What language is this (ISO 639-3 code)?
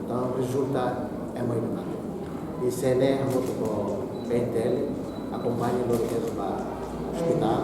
tet